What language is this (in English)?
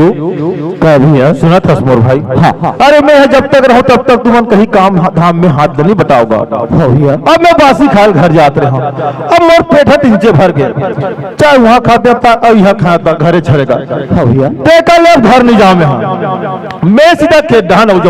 Chhattisgarhi